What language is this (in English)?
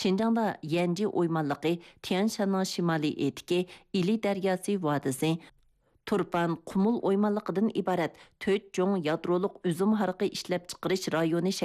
Uyghur